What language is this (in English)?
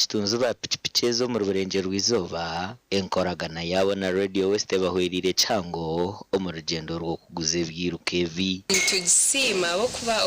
Nyankole